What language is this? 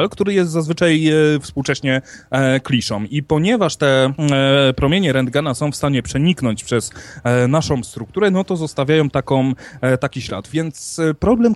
Polish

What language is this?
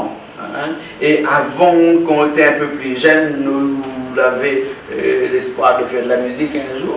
Réunion Creole French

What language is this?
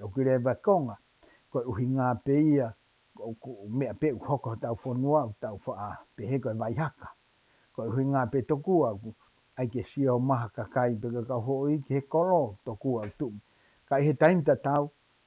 Tongan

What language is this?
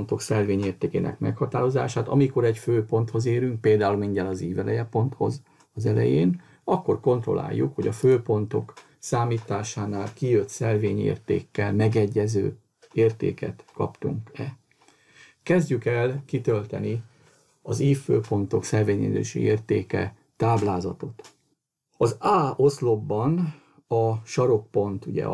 Hungarian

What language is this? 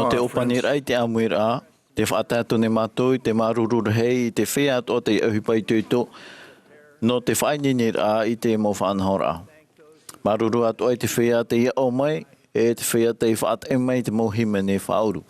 Tahitian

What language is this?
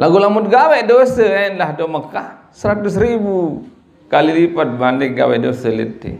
Sasak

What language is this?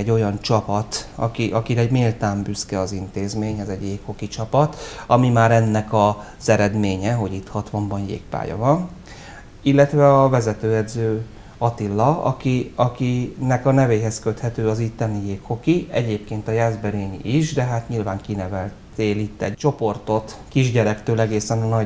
Hungarian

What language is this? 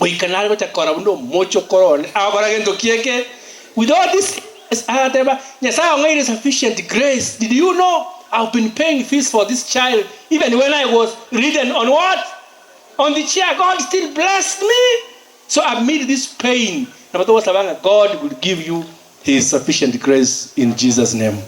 Gusii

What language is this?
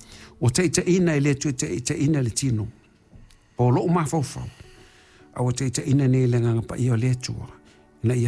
Samoan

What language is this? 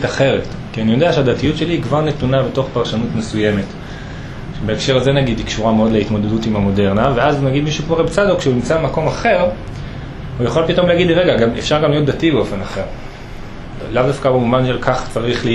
Hebrew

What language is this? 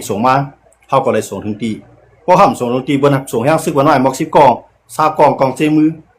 Shan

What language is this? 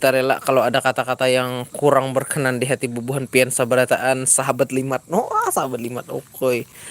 Banjar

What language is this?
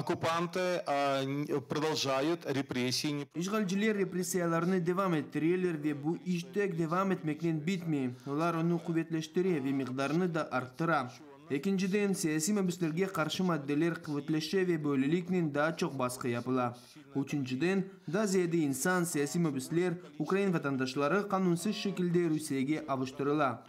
Crimean Tatar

